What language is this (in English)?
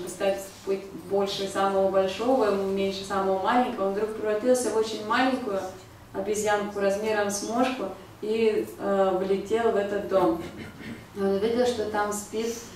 Russian